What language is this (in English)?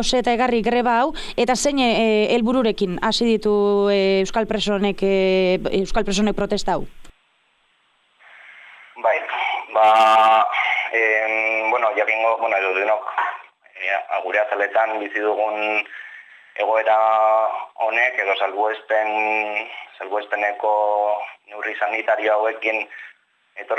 Basque